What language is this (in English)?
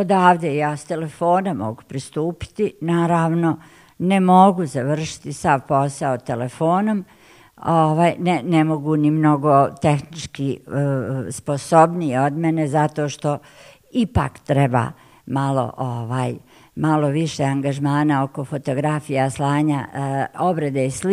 Bosnian